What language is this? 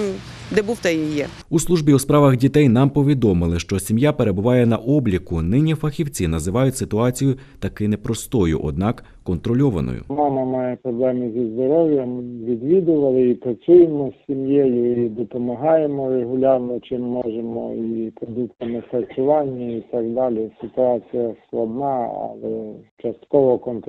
Ukrainian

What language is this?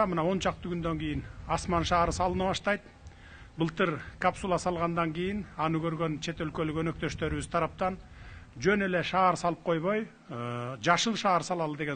Kyrgyz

